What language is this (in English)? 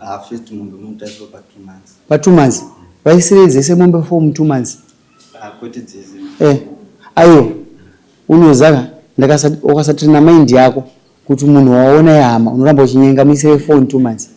Shona